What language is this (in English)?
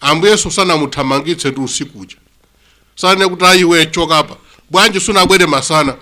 Nyanja